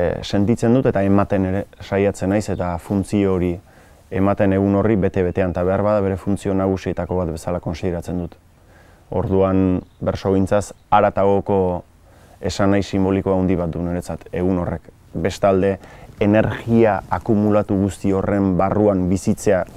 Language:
Basque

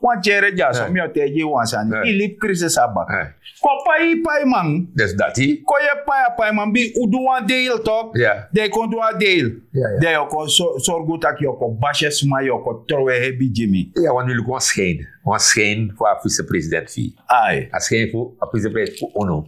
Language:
Sranan Tongo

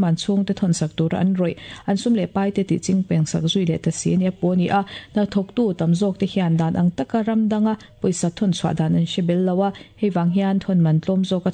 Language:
Mizo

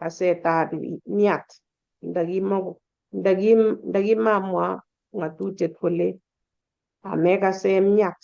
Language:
Kalenjin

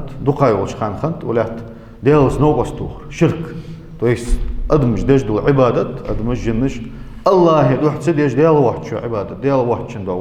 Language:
Ingush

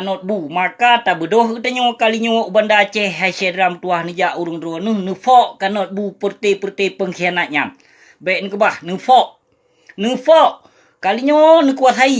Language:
Achinese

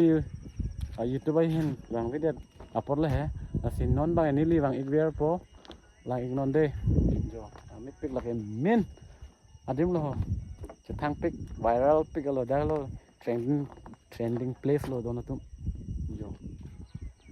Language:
Karbi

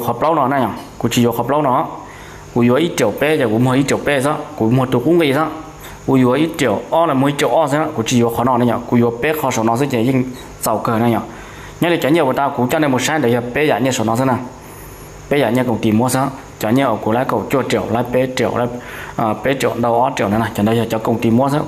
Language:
Hmong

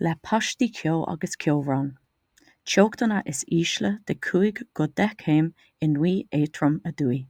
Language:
Irish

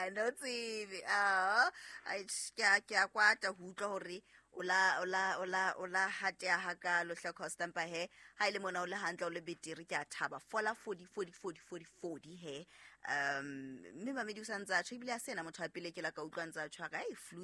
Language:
Southern Sotho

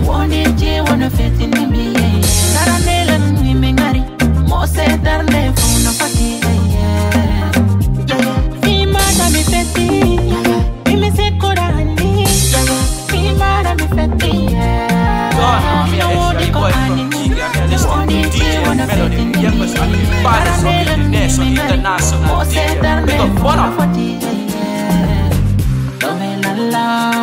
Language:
English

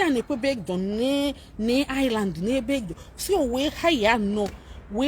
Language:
Igbo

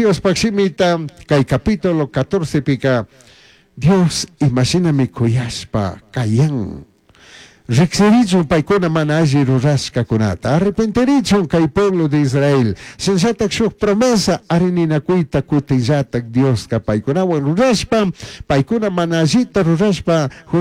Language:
Chimborazo Highland Quichua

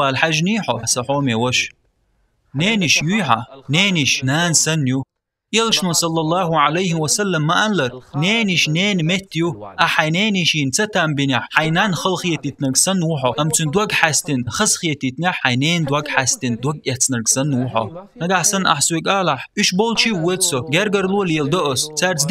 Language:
Chechen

